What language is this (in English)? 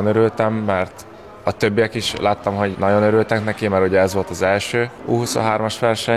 Hungarian